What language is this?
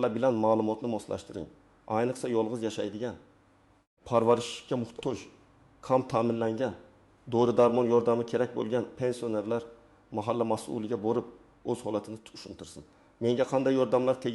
Uzbek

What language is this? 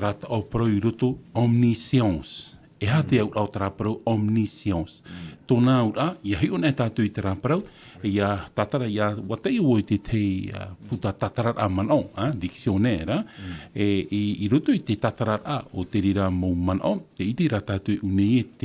Tahitian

